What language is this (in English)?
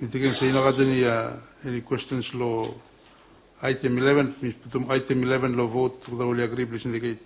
Bislama